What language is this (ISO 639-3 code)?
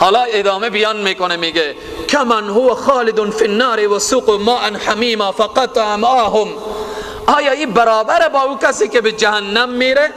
fas